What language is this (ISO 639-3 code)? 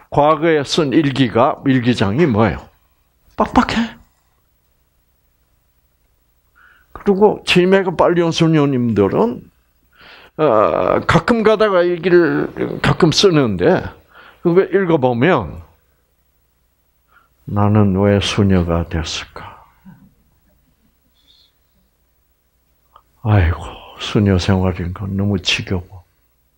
kor